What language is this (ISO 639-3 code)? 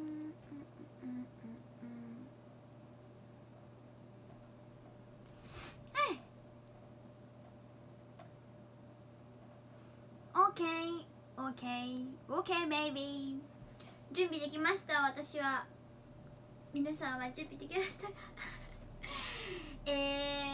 jpn